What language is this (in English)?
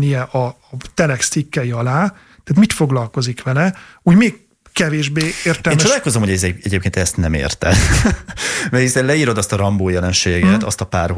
Hungarian